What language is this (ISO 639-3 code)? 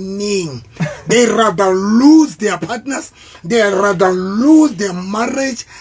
sot